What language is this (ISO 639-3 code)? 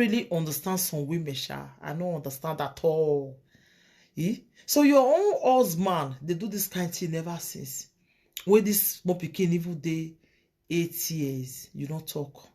pcm